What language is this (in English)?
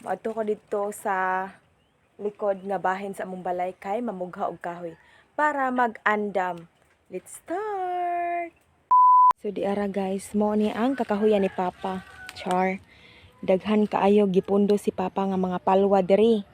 Cebuano